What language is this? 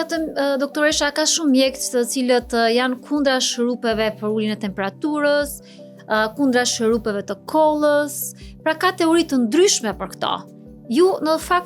Albanian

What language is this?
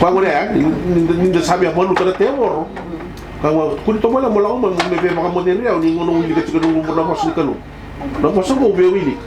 Fijian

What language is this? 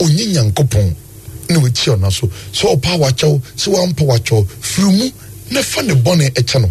Akan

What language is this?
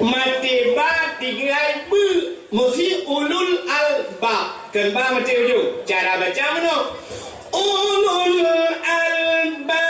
Achinese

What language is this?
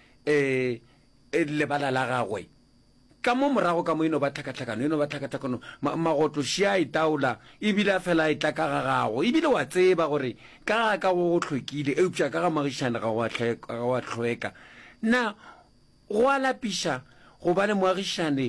Northern Sotho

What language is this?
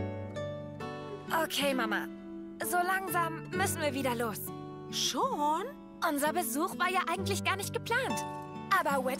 German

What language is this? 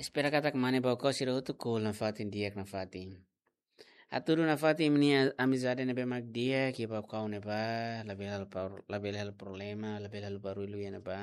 Tetum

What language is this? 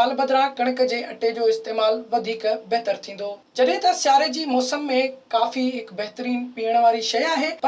Sindhi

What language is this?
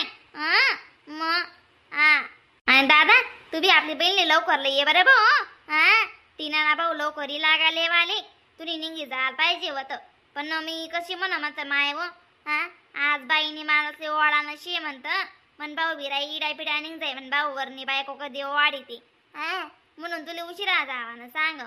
Khandesi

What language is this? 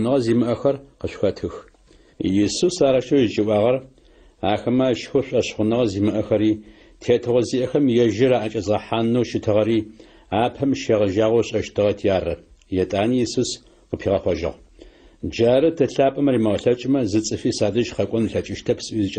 Adyghe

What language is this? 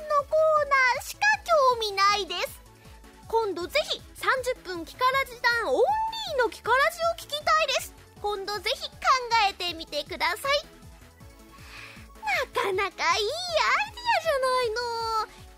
Japanese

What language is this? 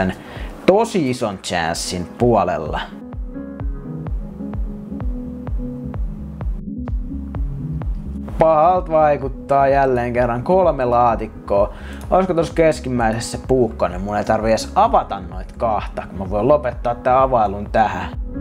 Finnish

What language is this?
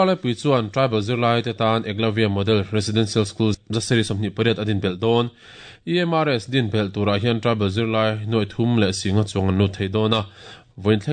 Mizo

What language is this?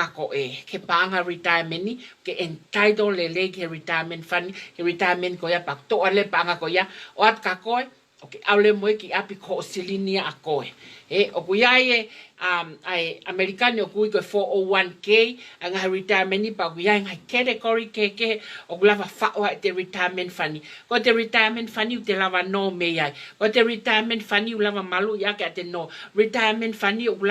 Tongan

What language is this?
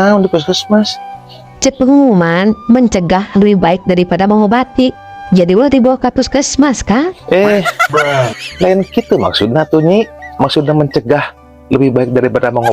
Sundanese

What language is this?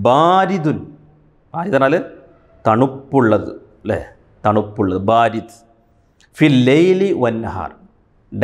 Malayalam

